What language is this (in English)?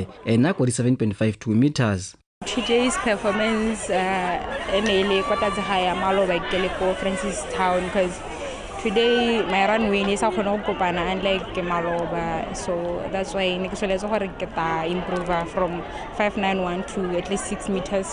Tswana